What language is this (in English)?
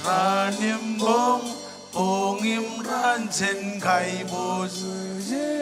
Marshallese